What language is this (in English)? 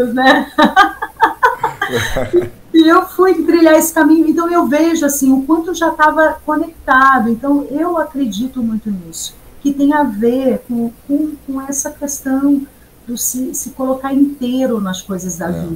Portuguese